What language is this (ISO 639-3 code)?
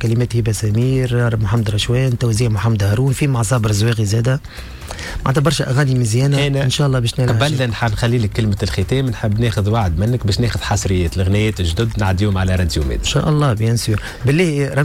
aeb